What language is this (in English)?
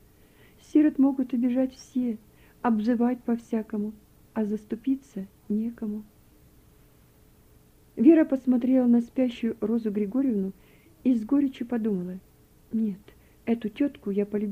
Russian